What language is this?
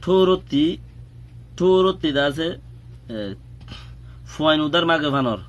Rohingya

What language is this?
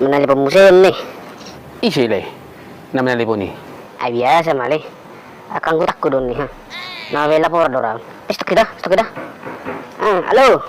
Batak Toba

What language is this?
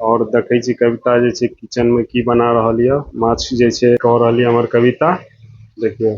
Maithili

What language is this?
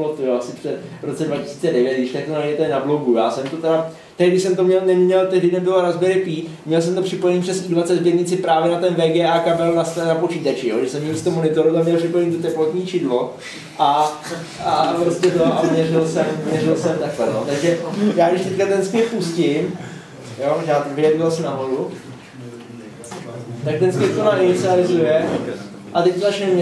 Czech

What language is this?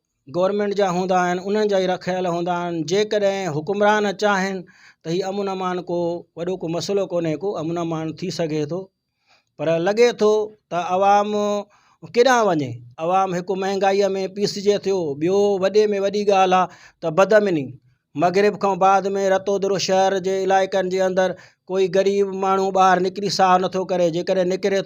Sindhi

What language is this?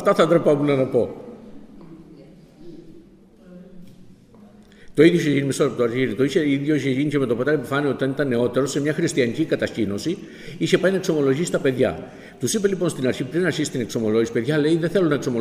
Greek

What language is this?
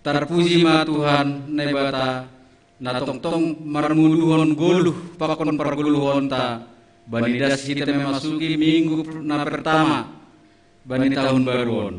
Batak Simalungun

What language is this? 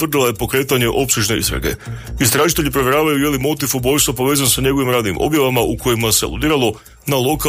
Croatian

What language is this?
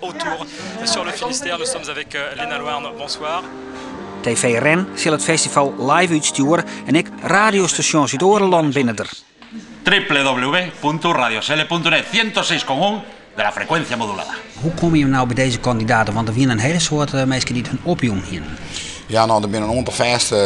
Western Frisian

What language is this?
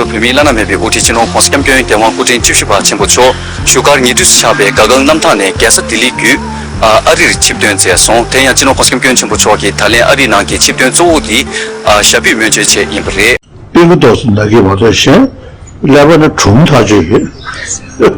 Tibetan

